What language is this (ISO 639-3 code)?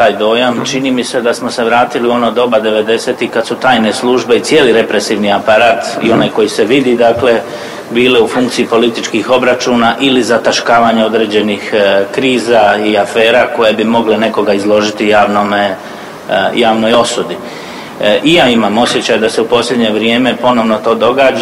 hrv